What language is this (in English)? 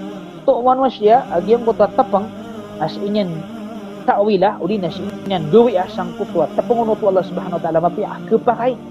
Maranao